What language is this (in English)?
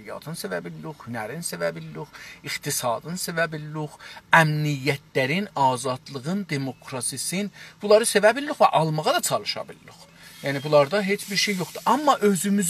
South Azerbaijani